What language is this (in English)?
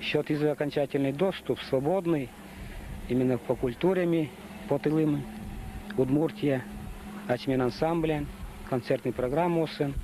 Udmurt